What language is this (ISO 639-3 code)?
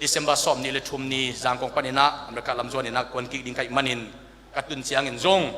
ctd